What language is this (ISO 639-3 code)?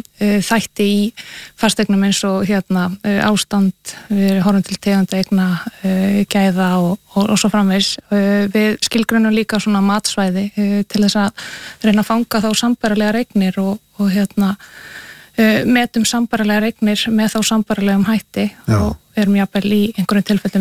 isl